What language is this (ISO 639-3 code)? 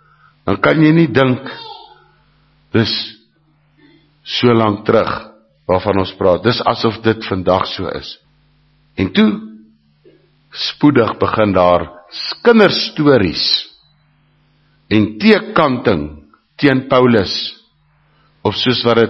afr